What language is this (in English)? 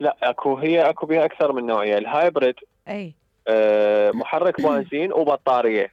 Mesopotamian Arabic